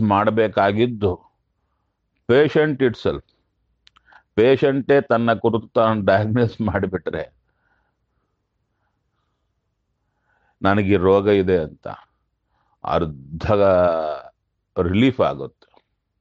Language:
Kannada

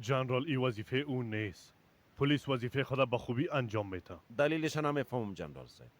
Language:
Persian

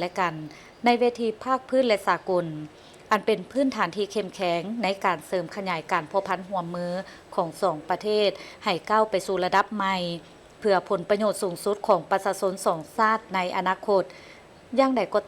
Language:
Lao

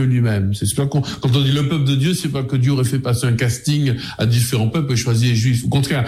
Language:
French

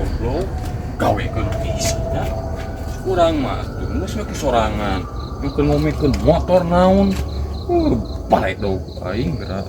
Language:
Sundanese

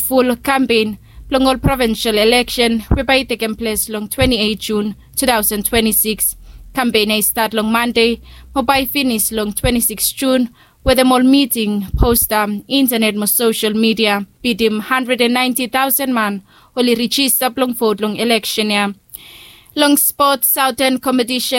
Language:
Bislama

